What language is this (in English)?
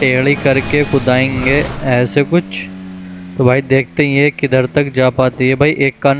Hindi